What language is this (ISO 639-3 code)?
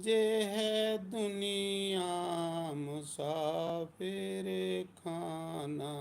doi